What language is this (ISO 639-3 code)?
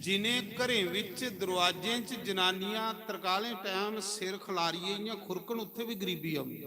doi